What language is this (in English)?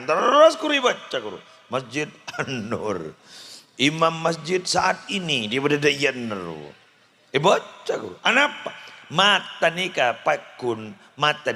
Madurese